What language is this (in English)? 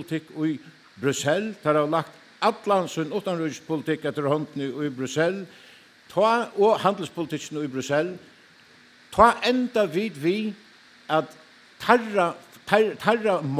Faroese